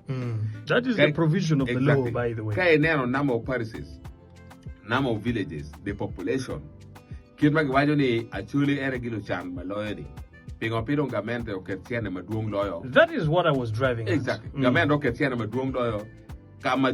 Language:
Acoli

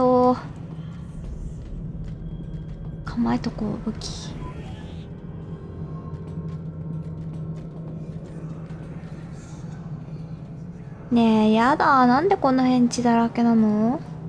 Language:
Japanese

